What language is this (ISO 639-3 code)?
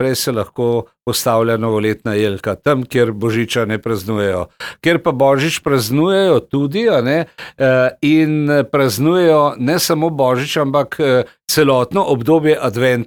slv